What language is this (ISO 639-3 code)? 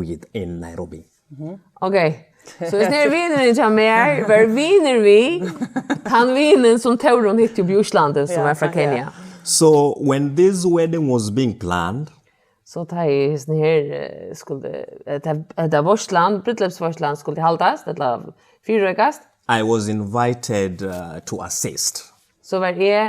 fao